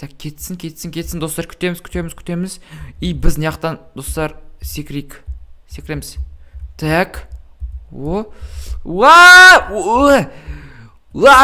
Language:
Kazakh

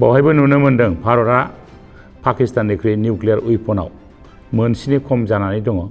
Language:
Bodo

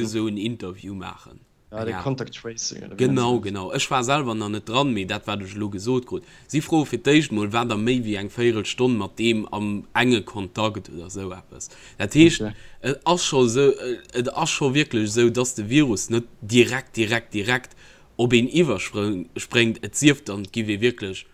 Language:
Luxembourgish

